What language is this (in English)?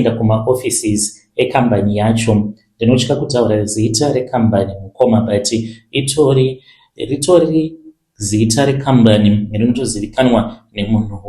Shona